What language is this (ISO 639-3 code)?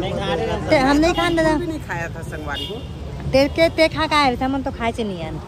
hne